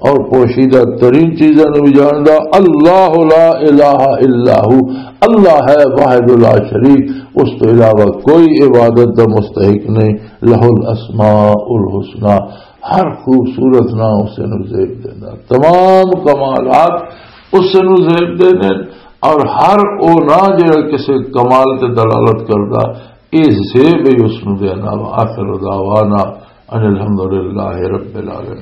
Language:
Western Panjabi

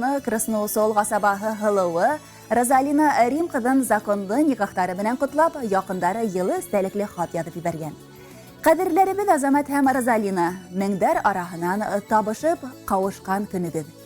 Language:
Bashkir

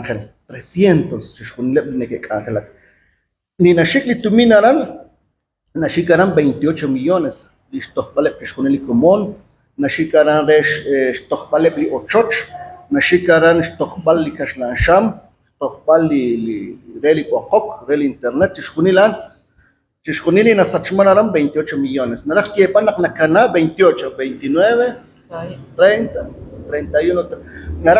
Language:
Kekchí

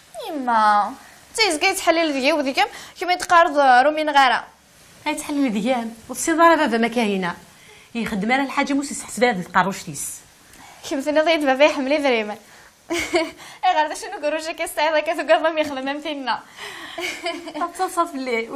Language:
Kabyle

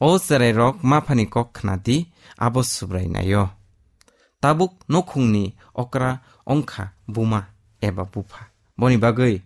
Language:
Kok Borok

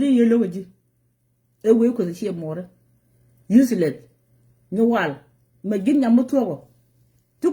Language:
Nuer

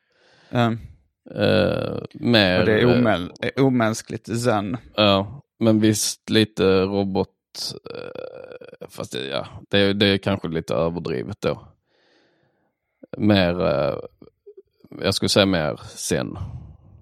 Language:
Swedish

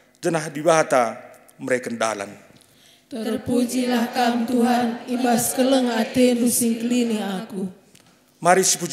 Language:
Batak Karo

